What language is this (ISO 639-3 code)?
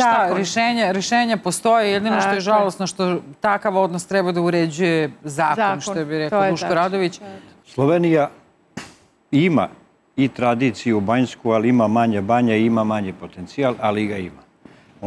srp